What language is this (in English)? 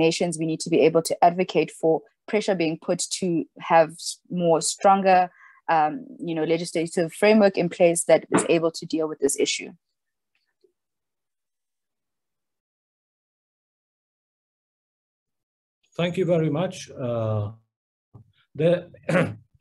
English